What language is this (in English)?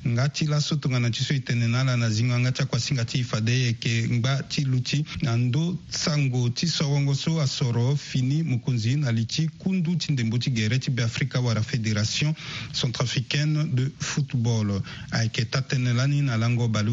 Sango